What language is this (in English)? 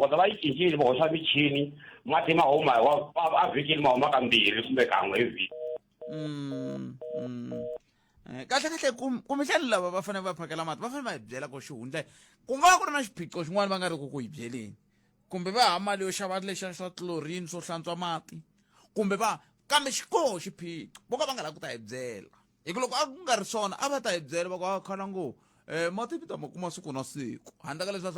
Tsonga